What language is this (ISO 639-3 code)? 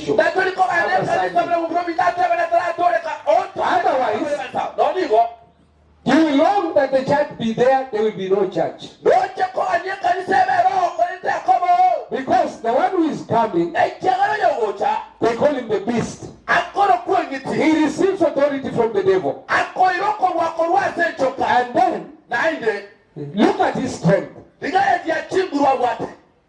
guz